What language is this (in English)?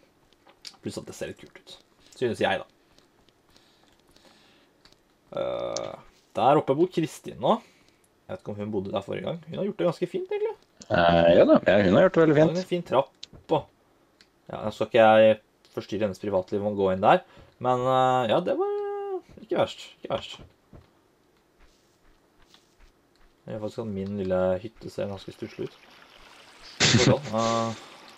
Norwegian